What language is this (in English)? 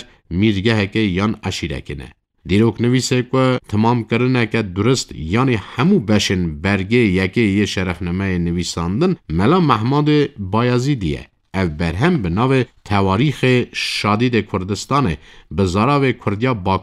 Kurdish